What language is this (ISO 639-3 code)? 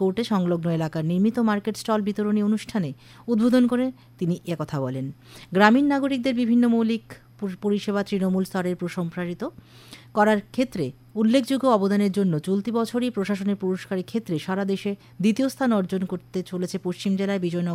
ben